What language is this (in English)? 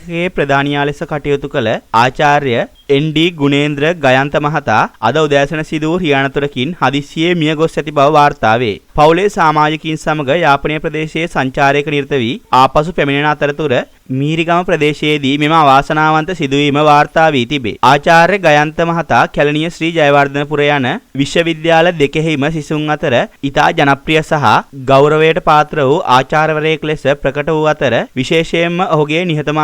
Sinhala